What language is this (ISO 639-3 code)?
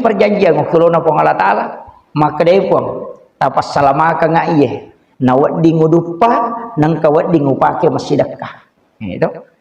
bug